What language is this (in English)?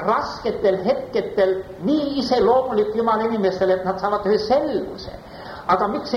Estonian